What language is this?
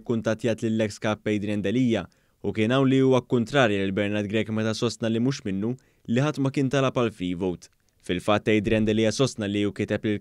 Maltese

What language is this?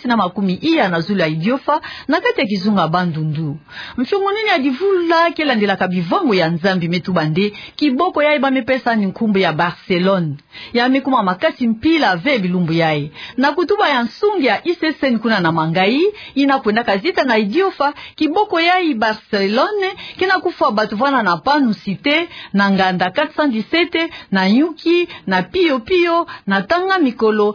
Kituba (Democratic Republic of Congo)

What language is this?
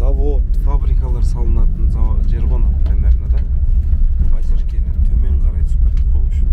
Kazakh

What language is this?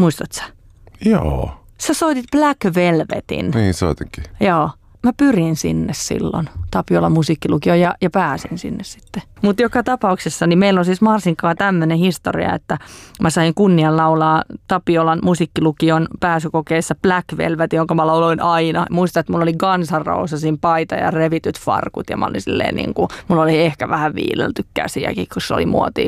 Finnish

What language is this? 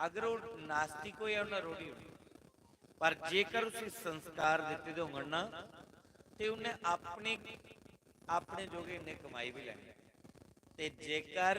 Dogri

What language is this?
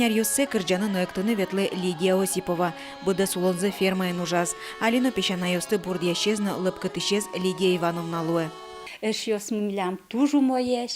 Udmurt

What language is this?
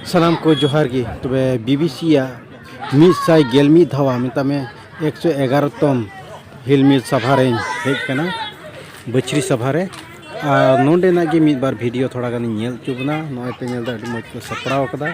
Santali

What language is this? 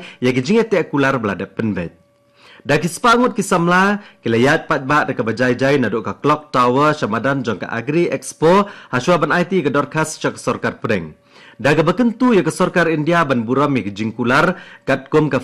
Khasi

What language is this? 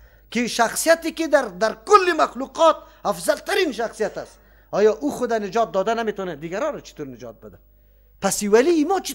Persian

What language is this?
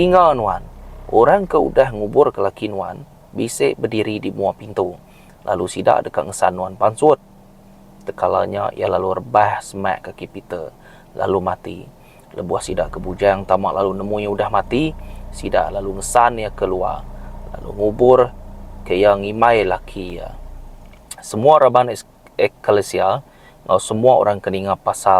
Iban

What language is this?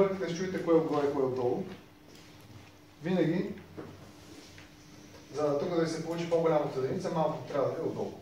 Bulgarian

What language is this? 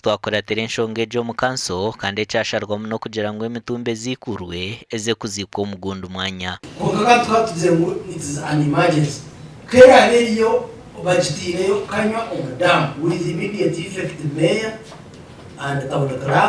Nyankole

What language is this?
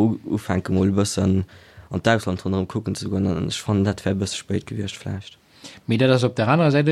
Luxembourgish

